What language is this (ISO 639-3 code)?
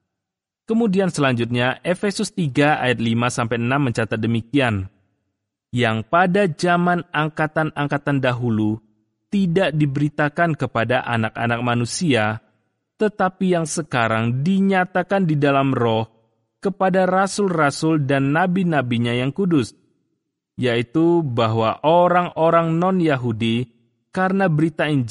ind